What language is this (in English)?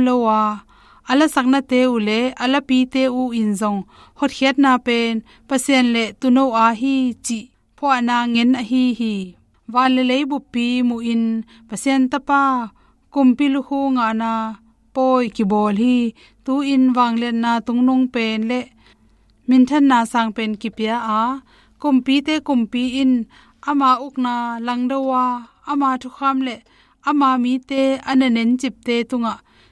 Tedim Chin